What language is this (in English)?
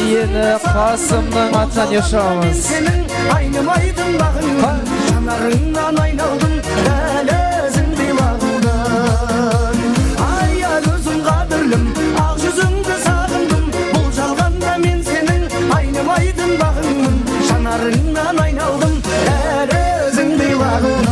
Kara-Kalpak